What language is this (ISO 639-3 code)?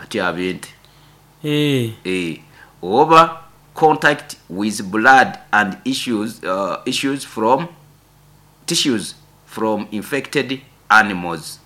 nyo